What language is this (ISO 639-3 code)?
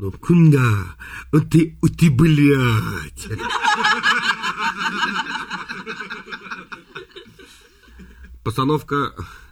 rus